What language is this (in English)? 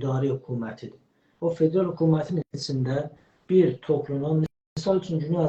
South Azerbaijani